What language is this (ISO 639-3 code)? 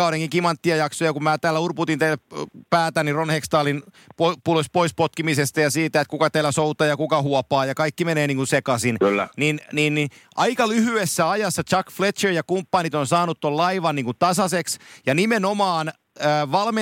fin